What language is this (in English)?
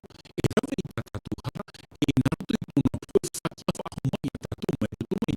Tahitian